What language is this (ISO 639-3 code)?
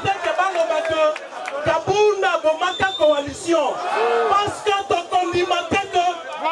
lin